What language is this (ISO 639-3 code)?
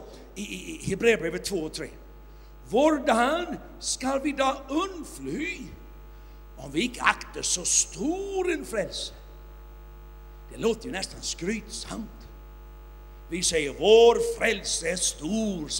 swe